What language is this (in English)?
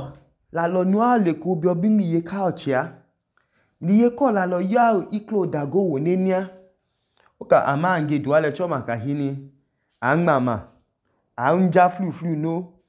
Idoma